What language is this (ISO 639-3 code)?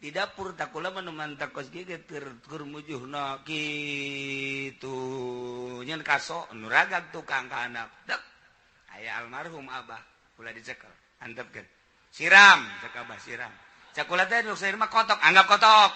sun